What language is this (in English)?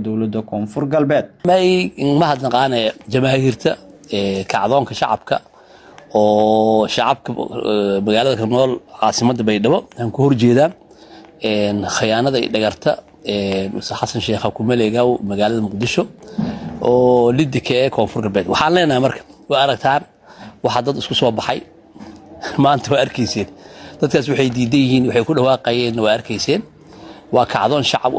Somali